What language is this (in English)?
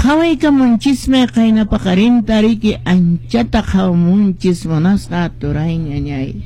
Quechua